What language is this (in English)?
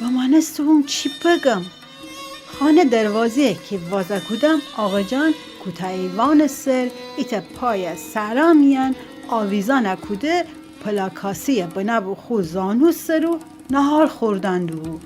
Gilaki